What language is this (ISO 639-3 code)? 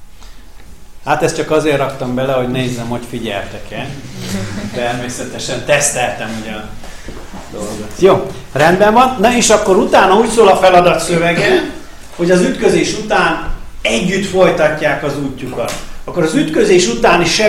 hun